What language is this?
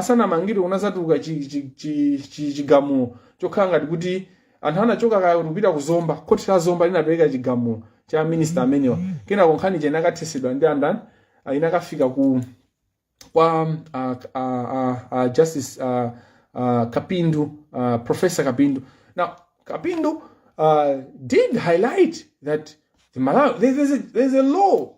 Nyanja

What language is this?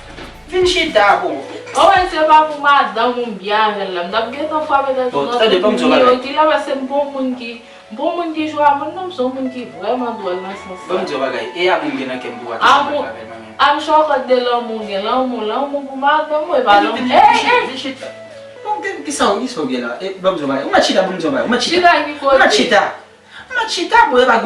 Haitian Creole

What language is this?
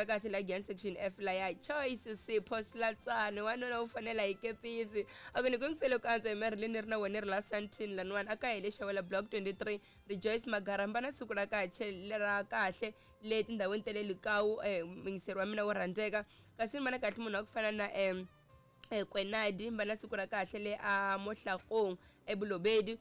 Tsonga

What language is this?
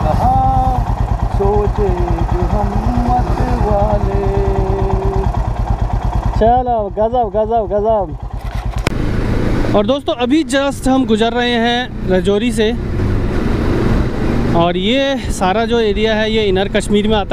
Hindi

